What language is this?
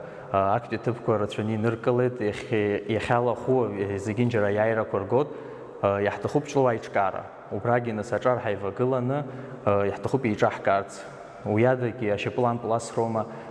Abkhazian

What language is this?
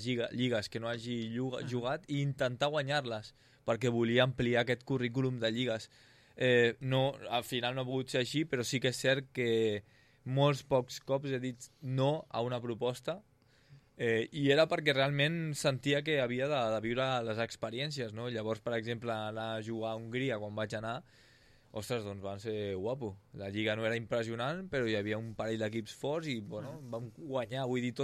Catalan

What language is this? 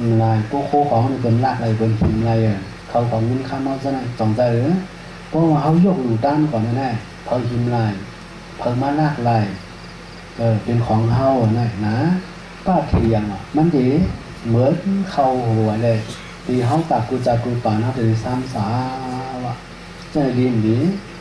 Shan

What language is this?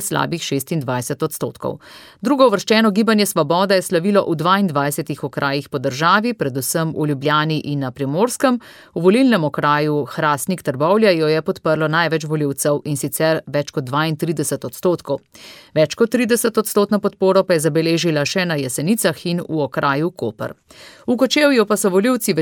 Slovenian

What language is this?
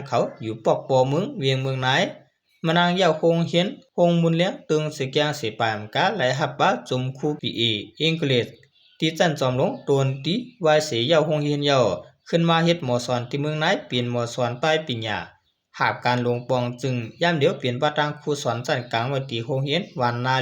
Shan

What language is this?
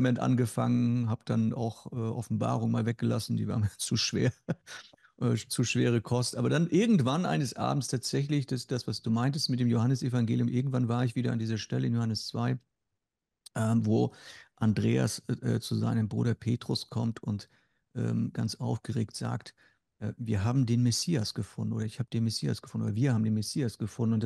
Swiss German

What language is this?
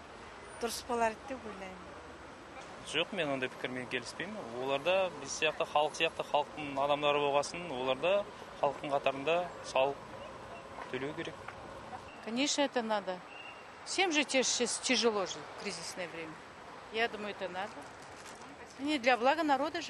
Kazakh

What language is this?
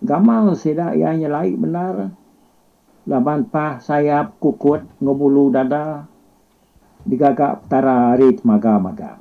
Iban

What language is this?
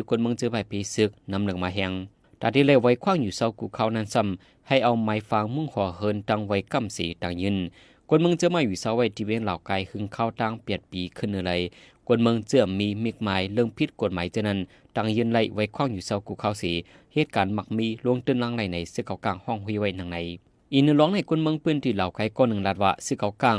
Shan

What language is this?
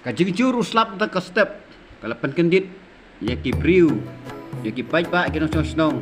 Khasi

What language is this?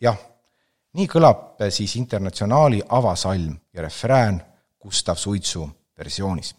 Estonian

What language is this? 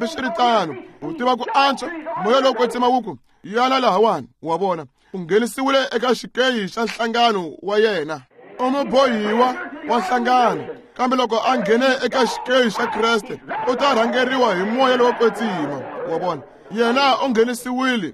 Tsonga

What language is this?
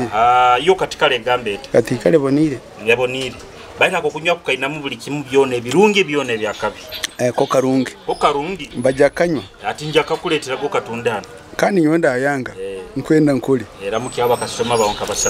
Nyoro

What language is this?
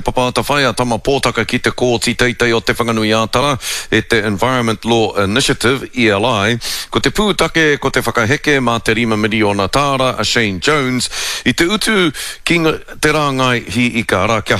Māori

